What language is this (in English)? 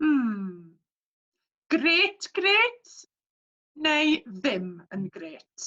Welsh